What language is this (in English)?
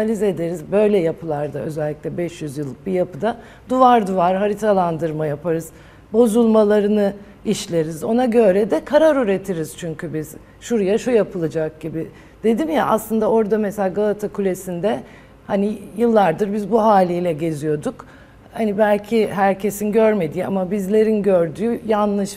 Turkish